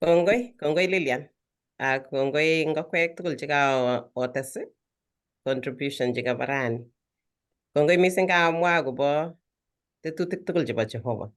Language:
Kalenjin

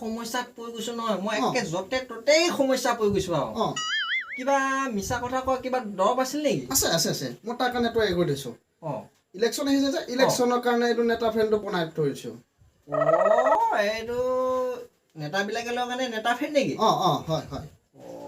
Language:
Assamese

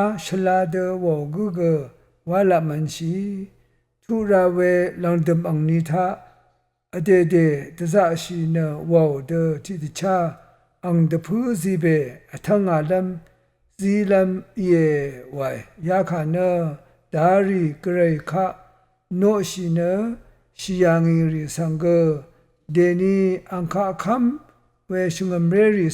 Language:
Rawang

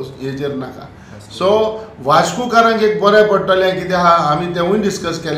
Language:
Konkani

